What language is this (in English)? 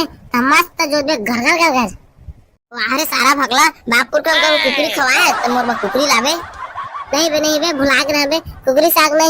Chhattisgarhi